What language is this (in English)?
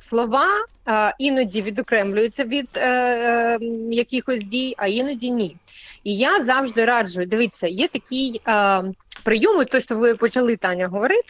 Ukrainian